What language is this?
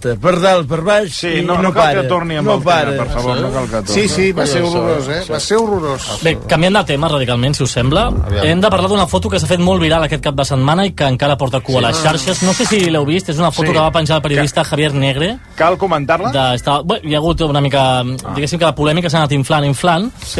Catalan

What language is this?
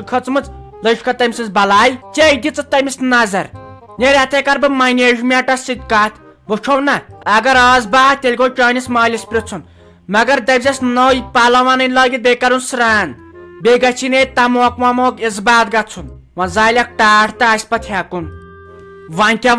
Kashmiri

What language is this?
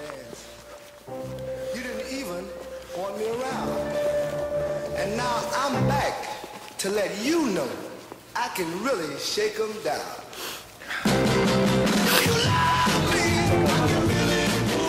Slovak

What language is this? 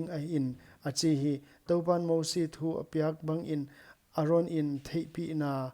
Paite Chin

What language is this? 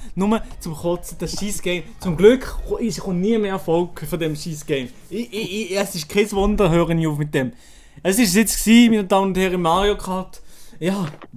Swiss German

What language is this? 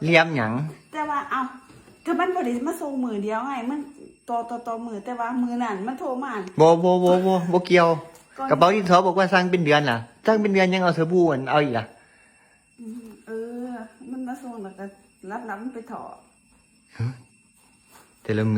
Northeastern Thai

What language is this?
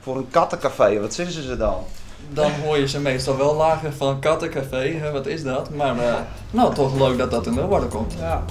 Western Frisian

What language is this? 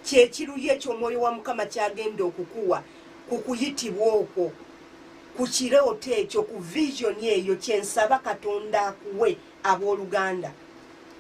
Ganda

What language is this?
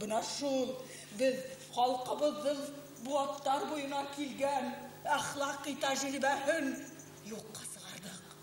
Bashkir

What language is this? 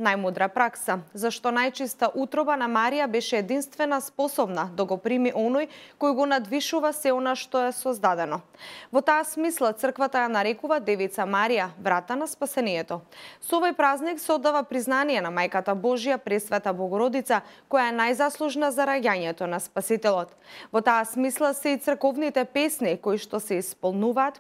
Macedonian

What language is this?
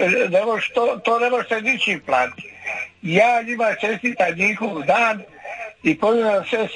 Croatian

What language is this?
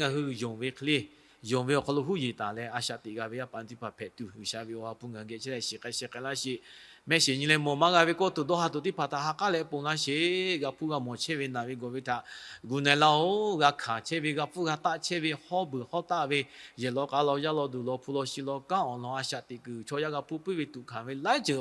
Lahu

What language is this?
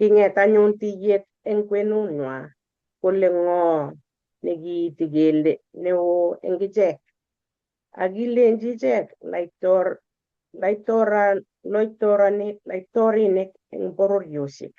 Kalenjin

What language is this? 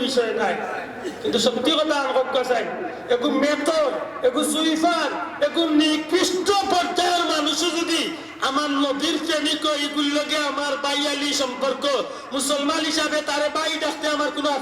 Sylheti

